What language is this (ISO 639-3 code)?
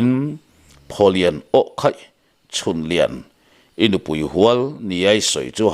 lus